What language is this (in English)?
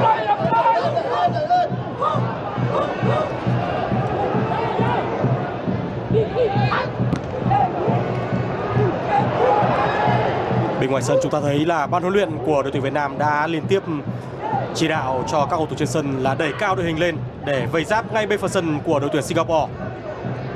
Vietnamese